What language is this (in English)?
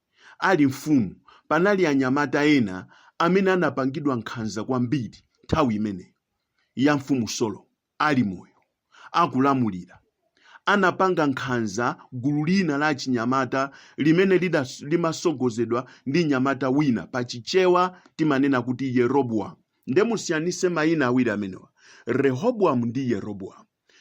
Nyanja